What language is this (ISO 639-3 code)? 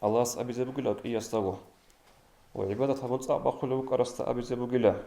ava